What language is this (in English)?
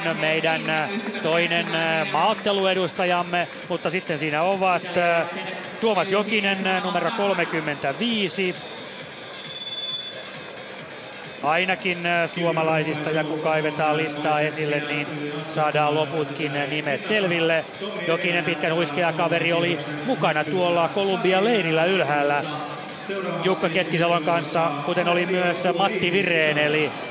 Finnish